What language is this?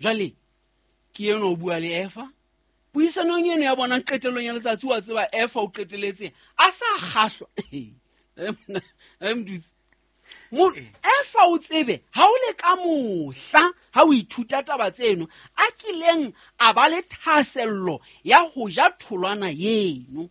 Southern Sotho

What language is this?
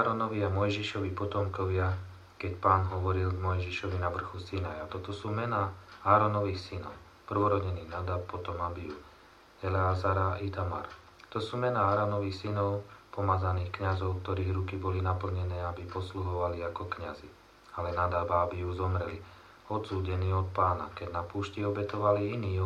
Slovak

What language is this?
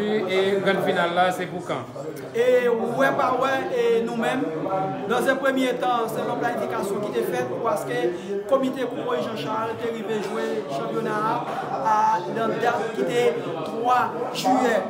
Haitian Creole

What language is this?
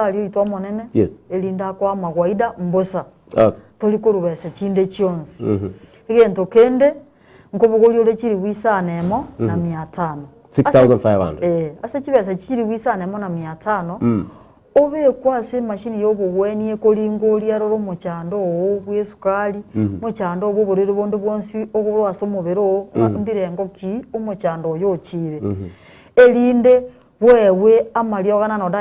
Gusii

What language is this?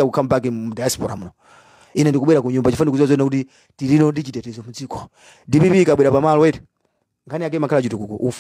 Nyanja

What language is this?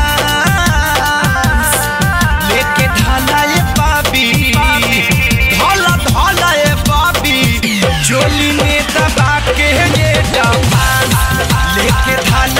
Bhojpuri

